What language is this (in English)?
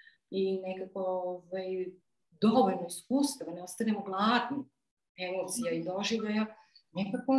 Serbian